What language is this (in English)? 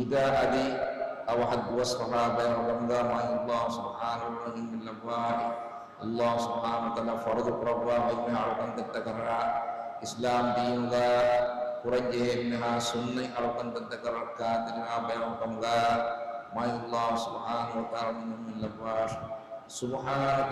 Divehi